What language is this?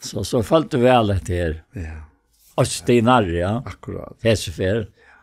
Faroese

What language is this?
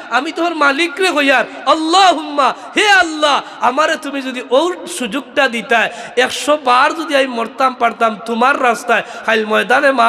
Sylheti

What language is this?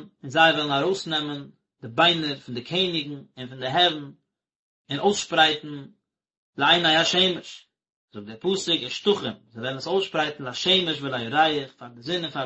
Yiddish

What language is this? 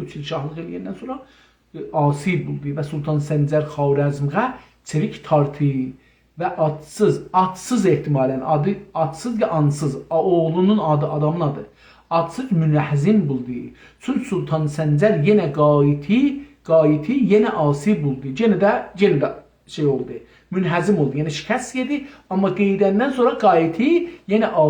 South Azerbaijani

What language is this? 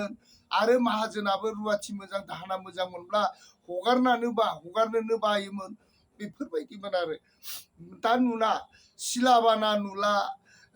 Bodo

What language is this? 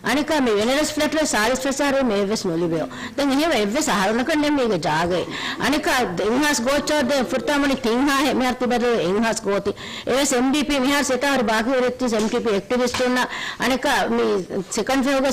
Divehi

